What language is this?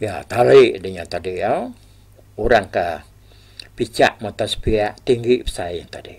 Iban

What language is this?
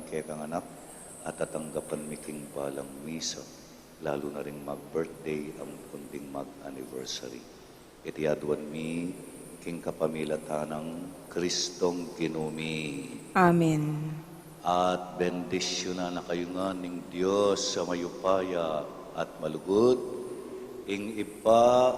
Pampanga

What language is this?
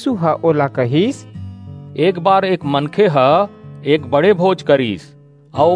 Chhattisgarhi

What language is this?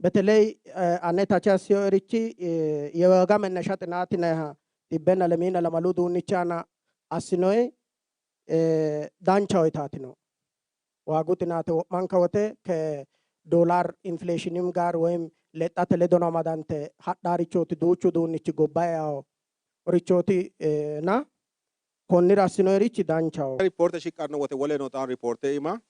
Sidamo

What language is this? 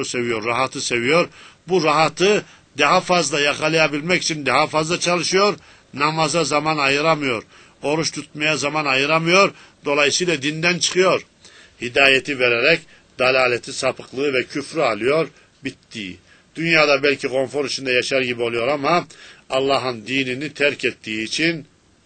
Turkish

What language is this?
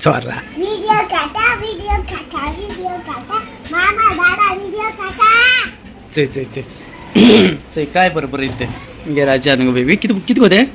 Konkani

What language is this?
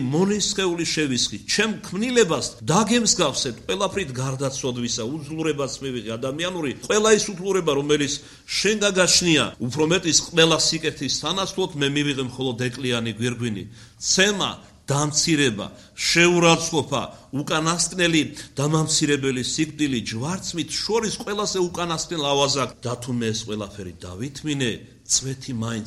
Georgian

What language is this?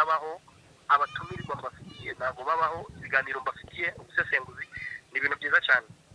Kinyarwanda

